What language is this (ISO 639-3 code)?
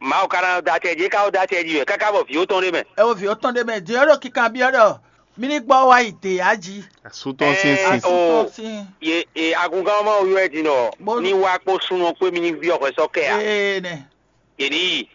fon